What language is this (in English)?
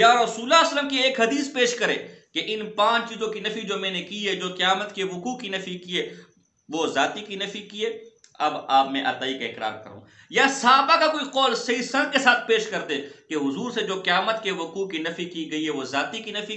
Urdu